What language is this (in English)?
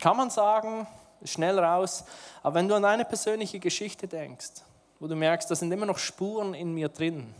Swiss German